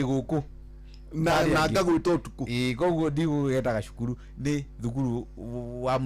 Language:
Kikuyu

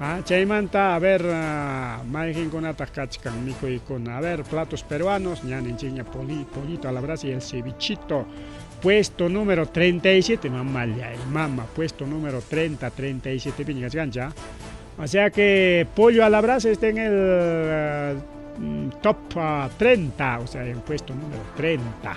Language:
Ayacucho Quechua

